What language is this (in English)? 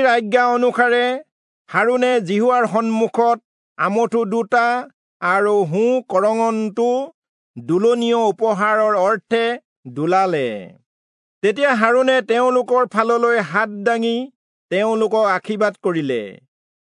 Assamese